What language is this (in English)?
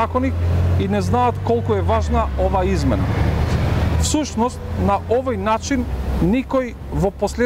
Macedonian